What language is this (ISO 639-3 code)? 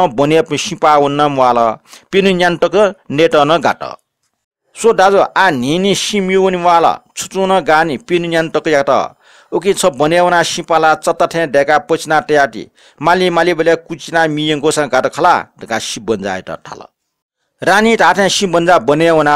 new